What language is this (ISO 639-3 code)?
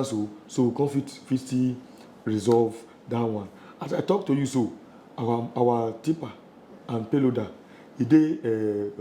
pcm